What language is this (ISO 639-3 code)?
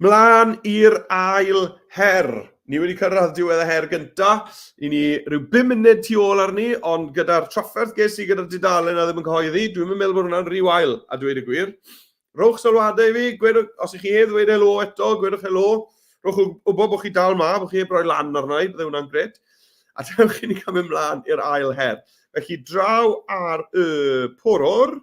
cym